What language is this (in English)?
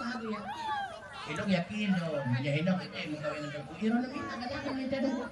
Achinese